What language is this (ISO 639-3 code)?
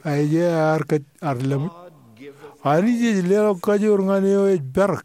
mah